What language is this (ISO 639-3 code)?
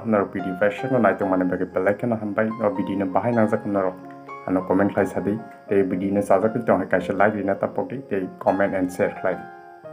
trp